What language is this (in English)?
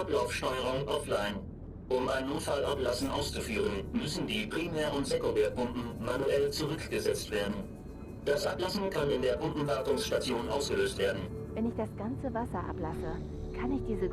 Bavarian